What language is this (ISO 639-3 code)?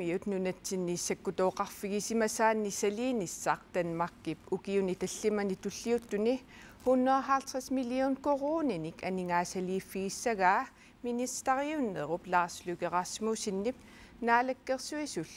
kal